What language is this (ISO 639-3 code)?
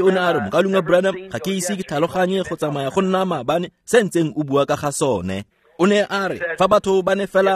tsn